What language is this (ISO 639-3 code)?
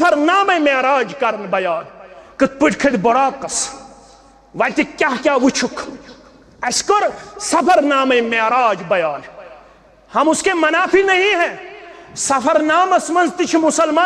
kas